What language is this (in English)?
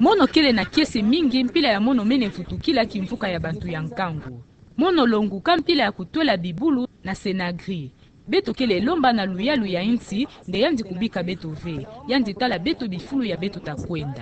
Kituba (Democratic Republic of Congo)